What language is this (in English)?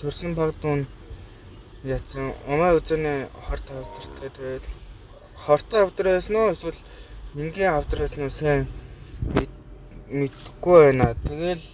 Mongolian